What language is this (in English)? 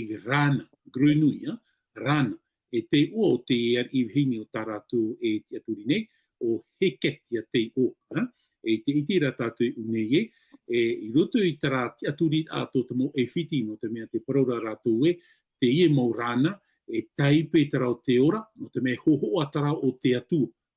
Tahitian